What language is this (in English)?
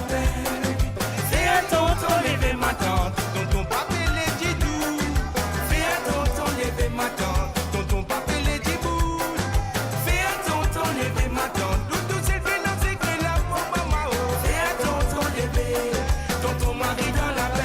Morisyen